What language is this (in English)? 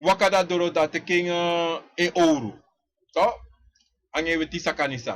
Sranan Tongo